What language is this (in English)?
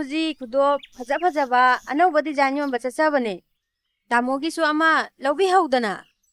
Manipuri